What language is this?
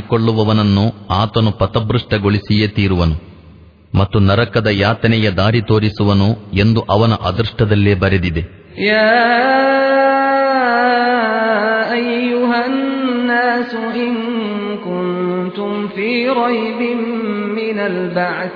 Kannada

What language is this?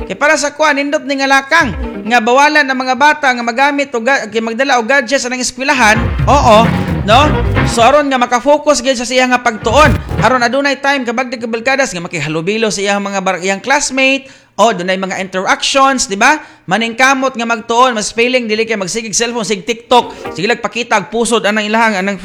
Cebuano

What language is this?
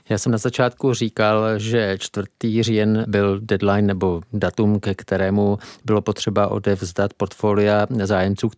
Czech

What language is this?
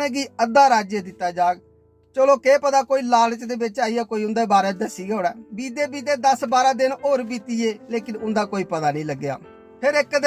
Dogri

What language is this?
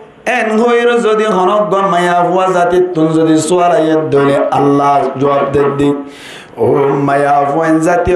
Rohingya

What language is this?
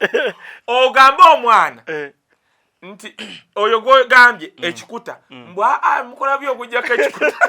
Ganda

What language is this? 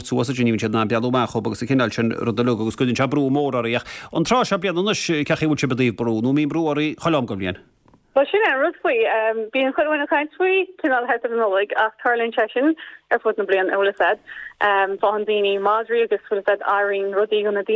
Irish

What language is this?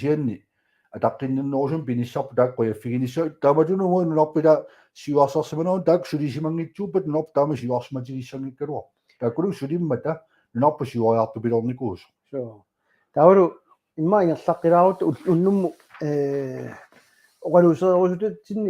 Kalaallisut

